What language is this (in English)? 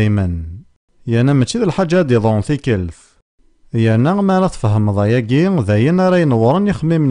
Kabyle